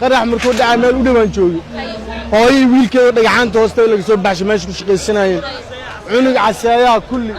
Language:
Somali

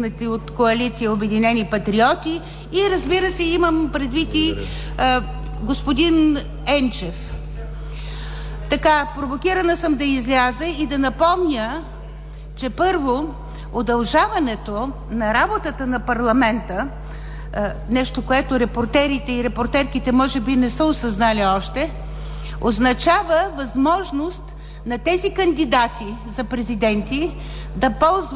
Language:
Bulgarian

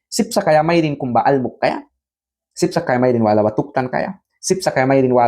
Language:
Mískito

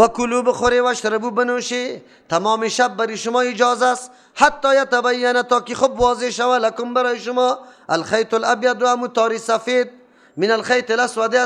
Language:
Persian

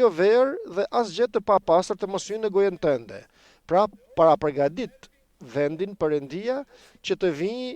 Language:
Albanian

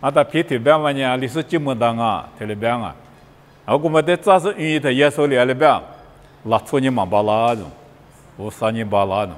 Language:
Lisu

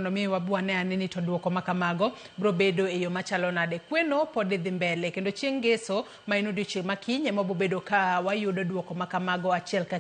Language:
Luo (Kenya and Tanzania)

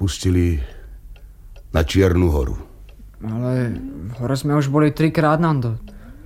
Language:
Slovak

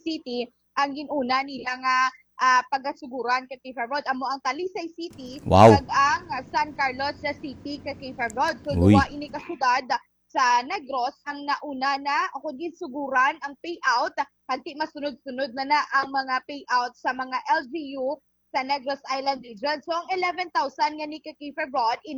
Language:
Hiligaynon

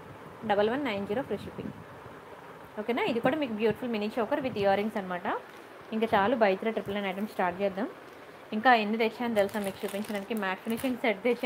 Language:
Telugu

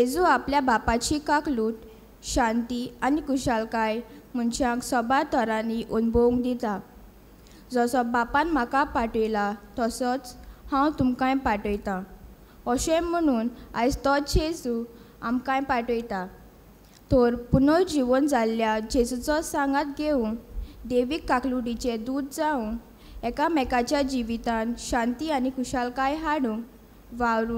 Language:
Konkani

